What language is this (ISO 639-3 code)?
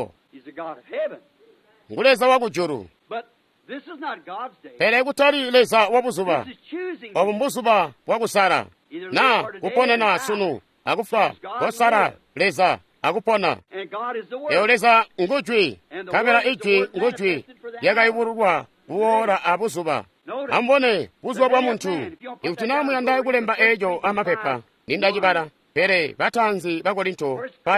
toi